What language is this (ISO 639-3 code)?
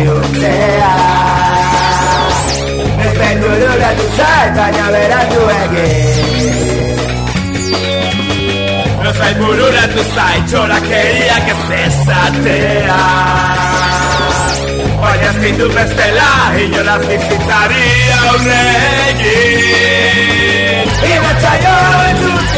eus